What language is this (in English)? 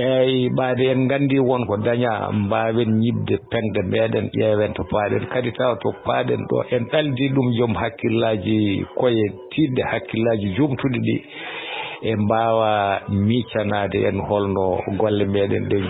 Fula